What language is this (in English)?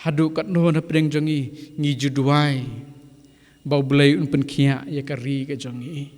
Khasi